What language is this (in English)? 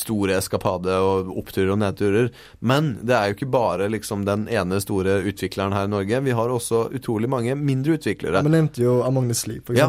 Norwegian